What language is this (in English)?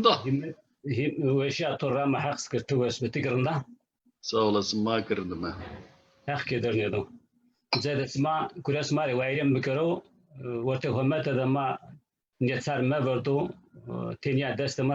Zaza